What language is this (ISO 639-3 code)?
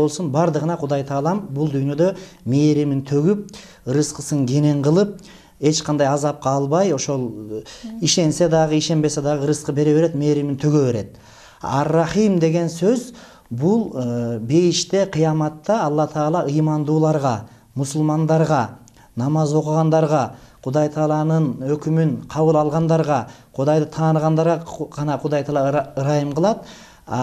kir